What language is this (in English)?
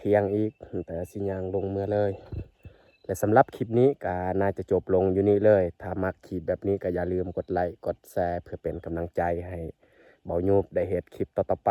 Lao